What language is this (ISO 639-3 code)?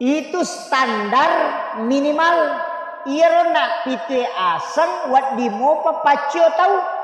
bug